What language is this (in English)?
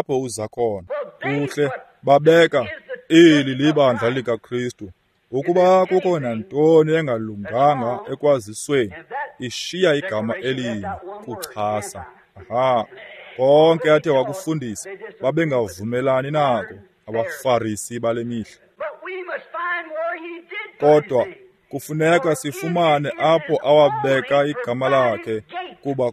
Xhosa